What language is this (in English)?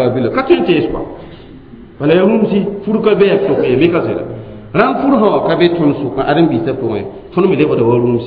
Mossi